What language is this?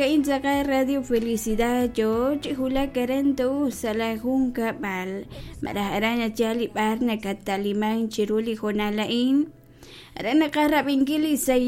Kekchí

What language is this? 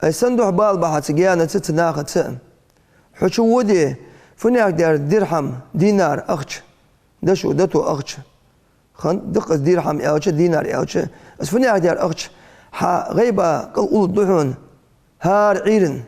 Ingush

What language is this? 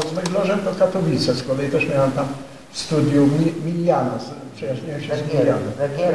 Polish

